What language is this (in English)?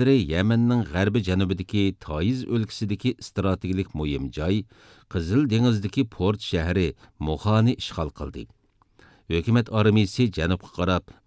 Uyghur